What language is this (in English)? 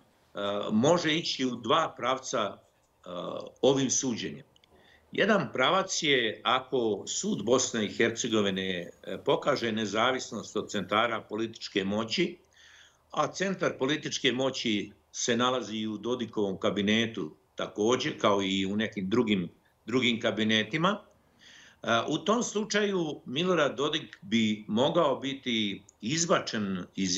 Bosnian